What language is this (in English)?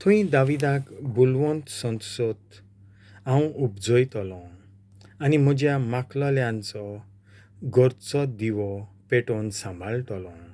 Konkani